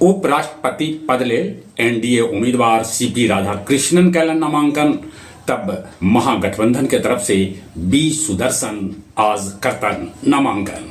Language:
Magahi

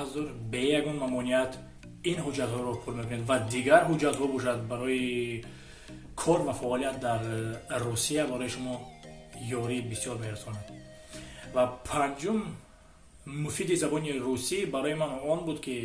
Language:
Tajik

